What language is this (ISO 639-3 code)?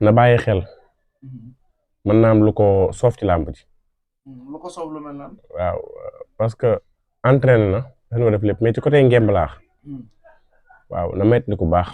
wol